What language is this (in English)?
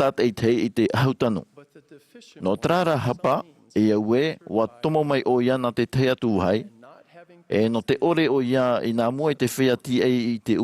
Tahitian